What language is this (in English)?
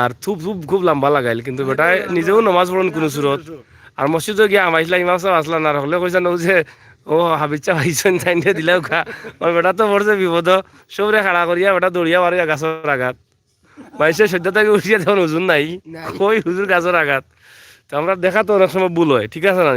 Sylheti